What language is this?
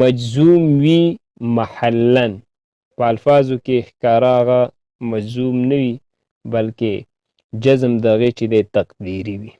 Pashto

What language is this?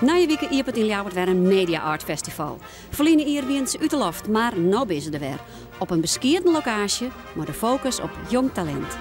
Western Frisian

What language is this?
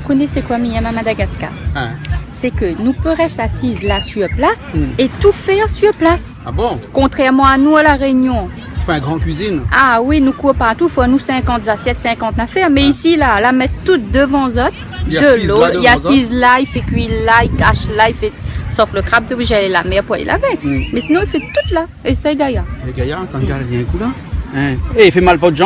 Réunion Creole French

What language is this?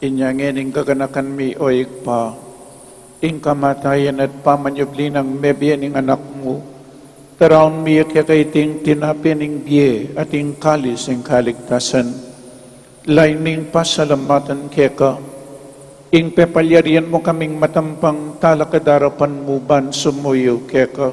Pampanga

